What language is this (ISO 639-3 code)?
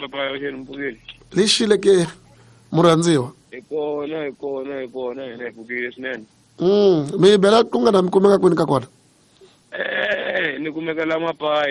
tso